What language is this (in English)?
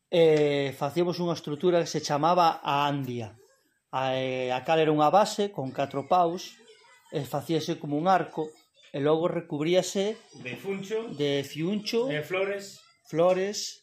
Galician